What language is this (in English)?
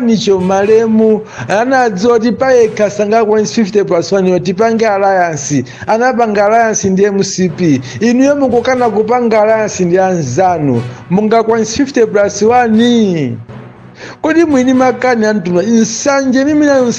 Nyanja